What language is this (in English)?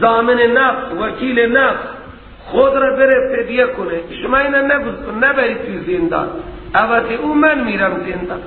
Persian